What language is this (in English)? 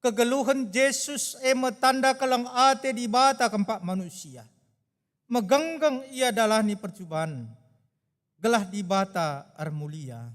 Batak Karo